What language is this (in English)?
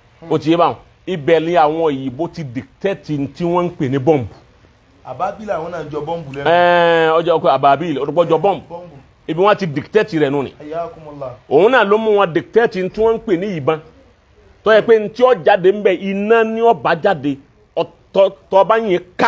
Yoruba